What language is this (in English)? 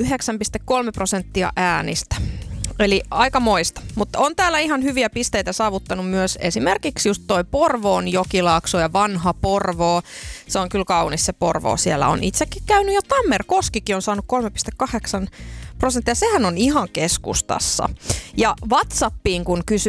Finnish